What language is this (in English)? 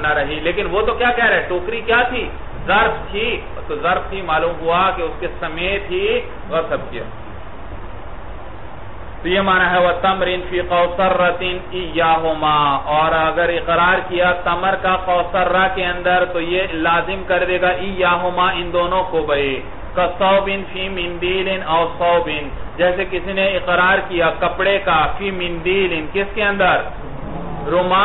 Urdu